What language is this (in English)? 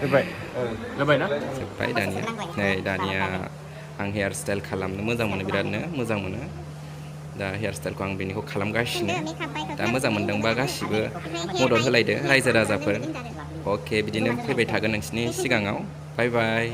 Bodo